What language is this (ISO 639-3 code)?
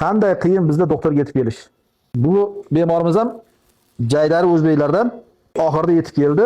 uzb